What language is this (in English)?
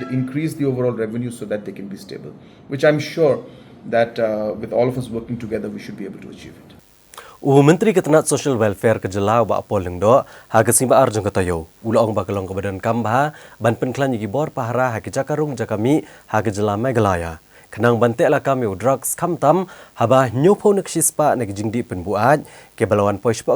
Khasi